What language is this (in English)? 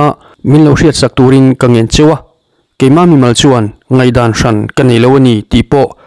Mizo